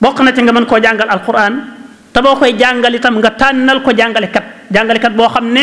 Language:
Wolof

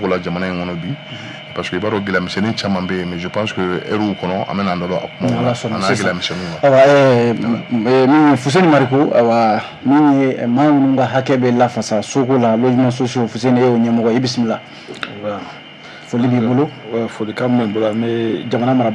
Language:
Bambara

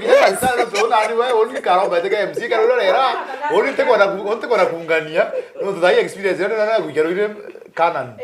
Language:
Meru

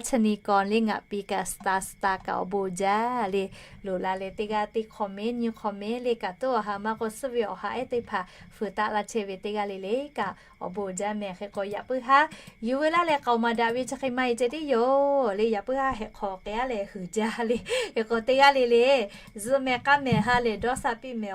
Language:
Lahu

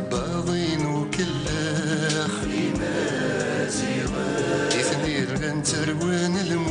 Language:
Kabyle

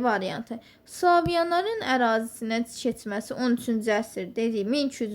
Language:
Azerbaijani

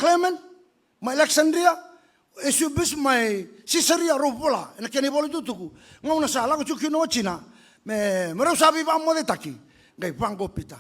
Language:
Fijian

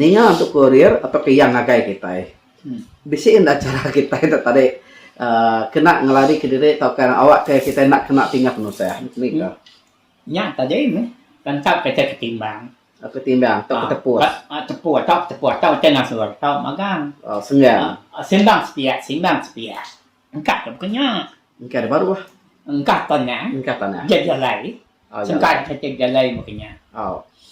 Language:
Iban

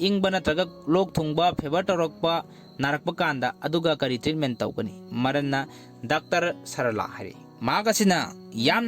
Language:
Manipuri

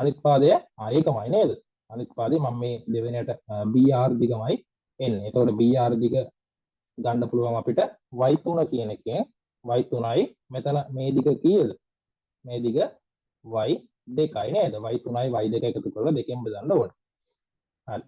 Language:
Sinhala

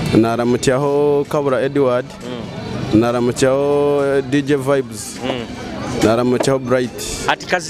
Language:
Nyoro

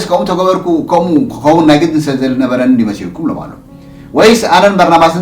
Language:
Tigrinya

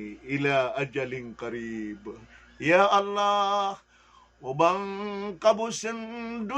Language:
Maranao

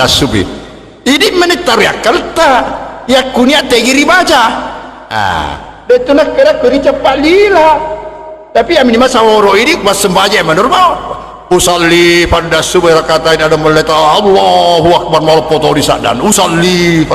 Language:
Buginese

